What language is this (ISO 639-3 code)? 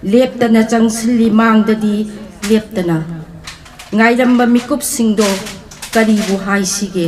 mni